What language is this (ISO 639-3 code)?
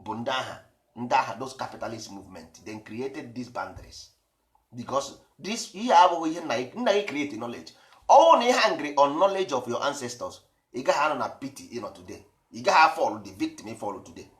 ibo